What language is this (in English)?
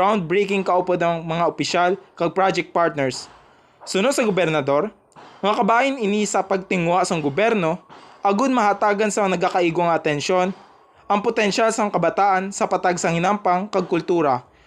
Hiligaynon